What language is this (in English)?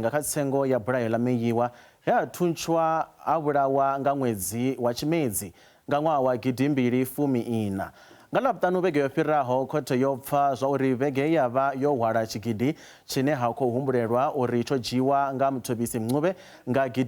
Venda